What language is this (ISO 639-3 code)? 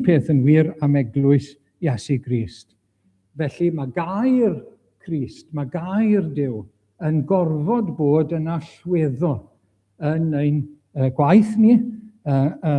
cym